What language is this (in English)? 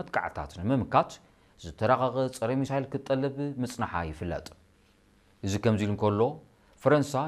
Tigrinya